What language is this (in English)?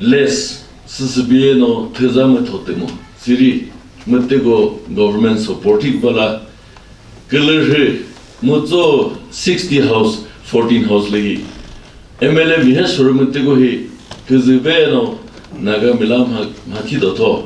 Chokri Naga